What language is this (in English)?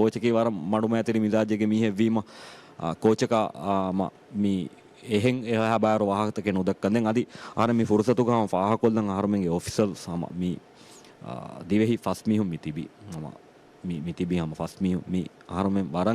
Divehi